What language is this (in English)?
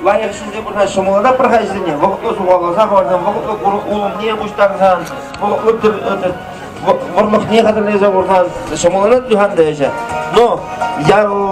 Chuvash